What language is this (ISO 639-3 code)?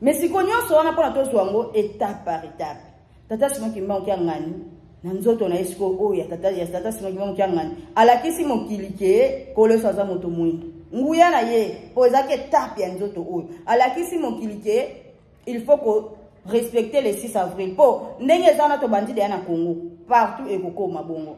lin